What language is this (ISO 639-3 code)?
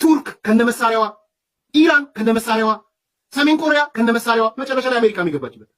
amh